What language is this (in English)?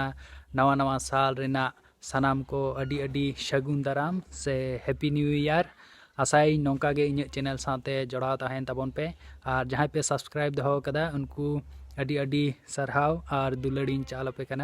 Santali